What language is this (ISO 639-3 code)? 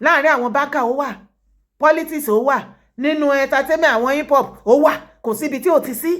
yor